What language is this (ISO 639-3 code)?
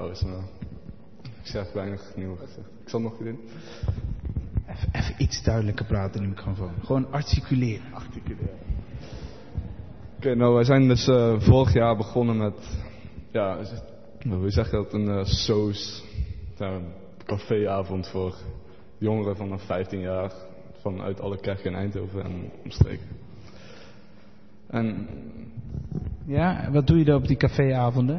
nld